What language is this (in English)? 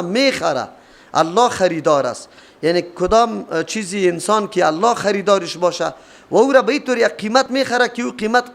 Persian